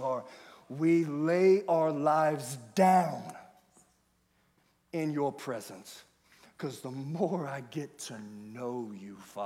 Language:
English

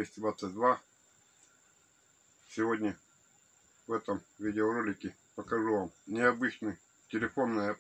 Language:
Russian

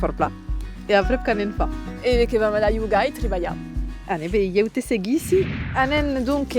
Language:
Occitan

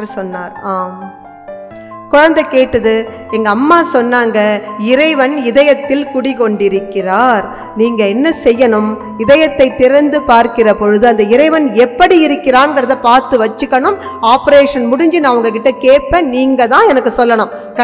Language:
Tamil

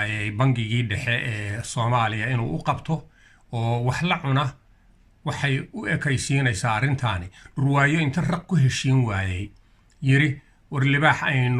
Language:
Somali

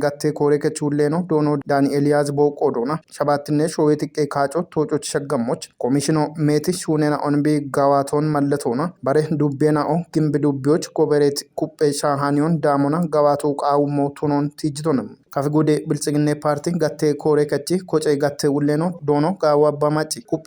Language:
Kafa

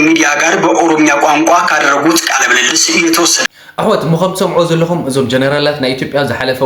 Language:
Tigrinya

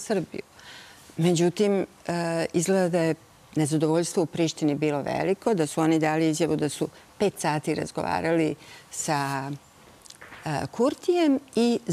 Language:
Serbian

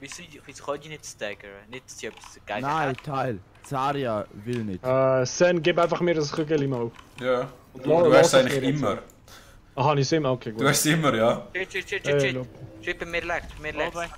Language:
Swiss German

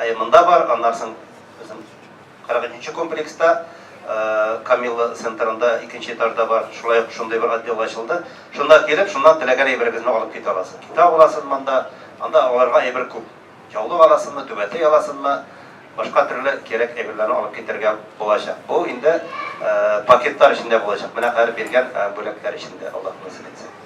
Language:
Tatar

